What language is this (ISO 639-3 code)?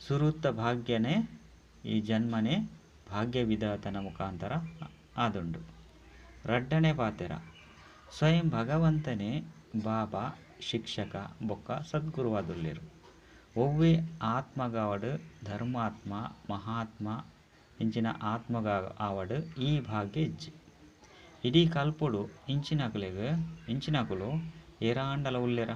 tcy